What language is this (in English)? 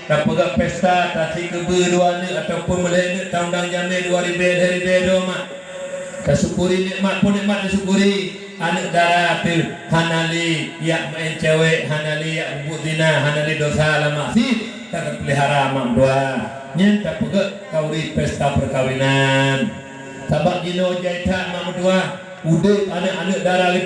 Achinese